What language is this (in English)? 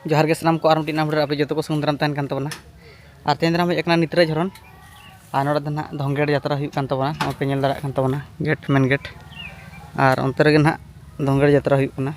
Santali